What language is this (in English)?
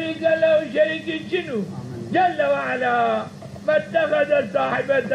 Zaza